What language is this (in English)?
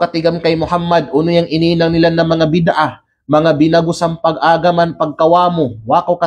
Kalagan